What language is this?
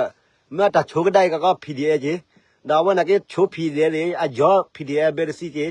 S'gaw Karen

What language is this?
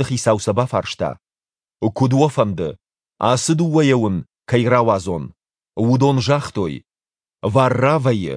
Ossetic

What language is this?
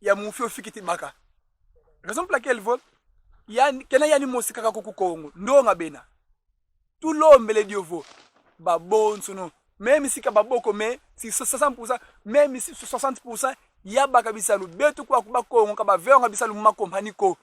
Kongo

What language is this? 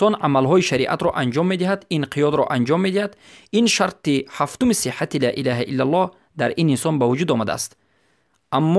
Persian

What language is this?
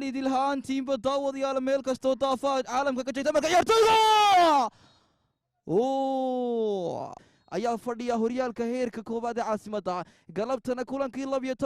Somali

